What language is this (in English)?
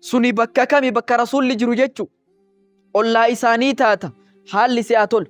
Oromo